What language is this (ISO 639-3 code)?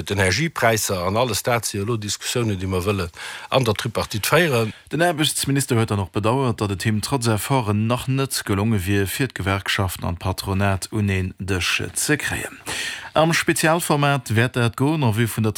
ltz